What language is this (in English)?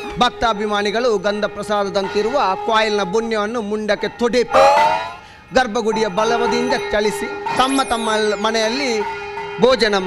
Tulu